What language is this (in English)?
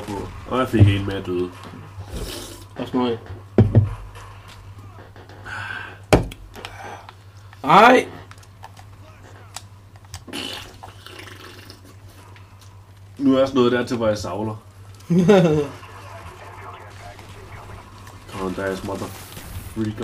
Danish